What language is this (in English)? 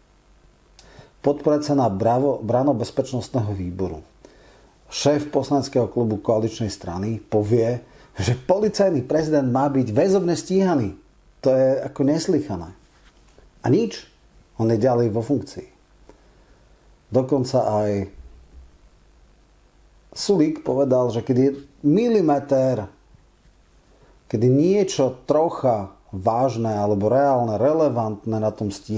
Slovak